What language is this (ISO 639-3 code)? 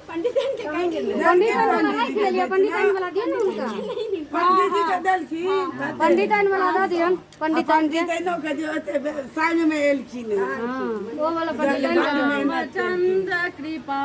mai